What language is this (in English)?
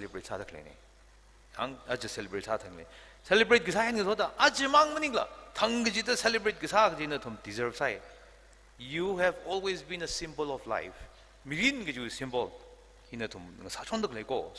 Tangkhul Naga (India)